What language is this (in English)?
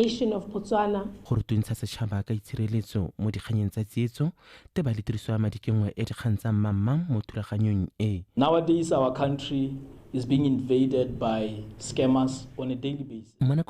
Tswana